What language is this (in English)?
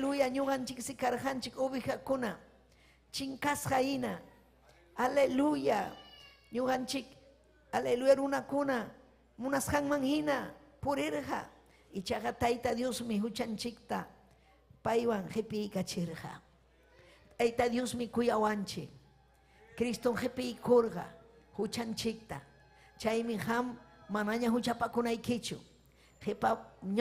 Ayacucho Quechua